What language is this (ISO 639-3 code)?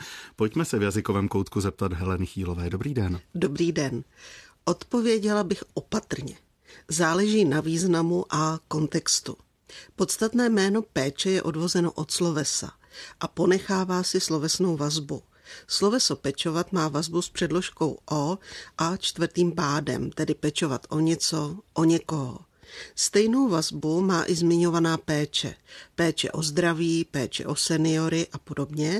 ces